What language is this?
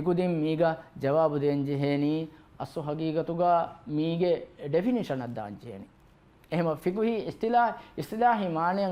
Divehi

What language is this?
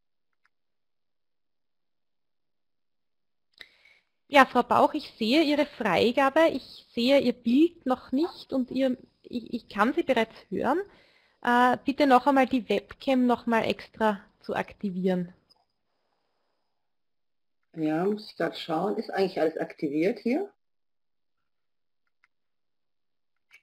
German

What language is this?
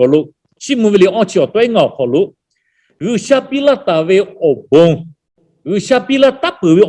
Lahu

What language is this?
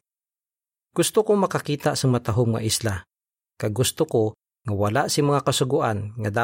Hiligaynon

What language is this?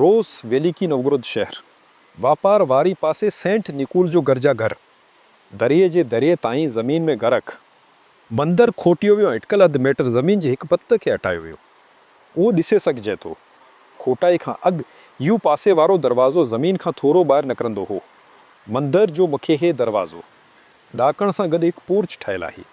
Sindhi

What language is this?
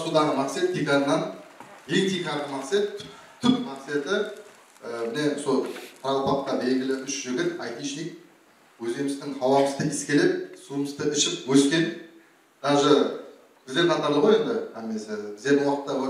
Kara-Kalpak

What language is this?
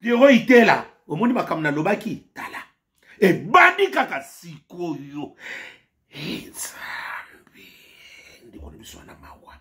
Lingala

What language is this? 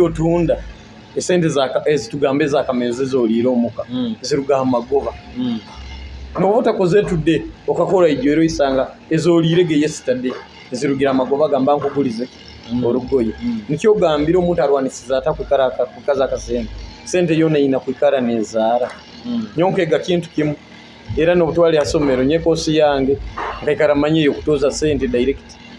Nyoro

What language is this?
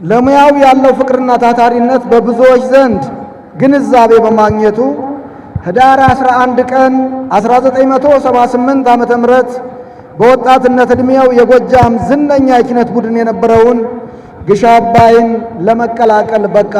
Amharic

